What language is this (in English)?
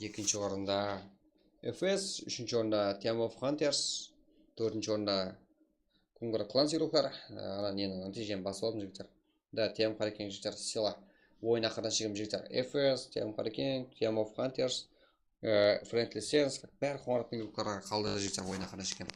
Kara-Kalpak